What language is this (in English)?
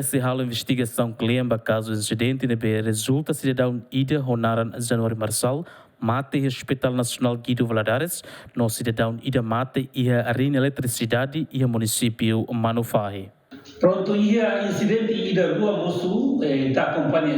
Tetum